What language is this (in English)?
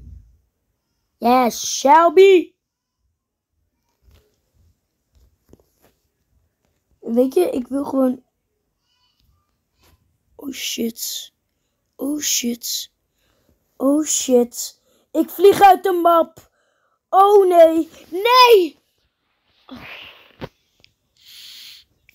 Dutch